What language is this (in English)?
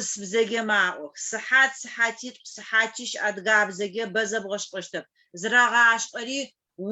Adyghe